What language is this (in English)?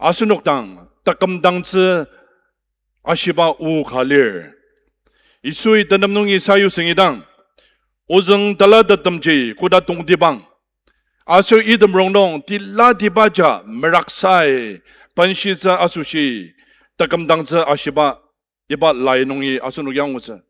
Ao Naga